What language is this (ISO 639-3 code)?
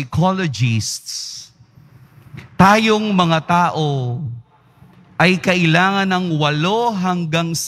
fil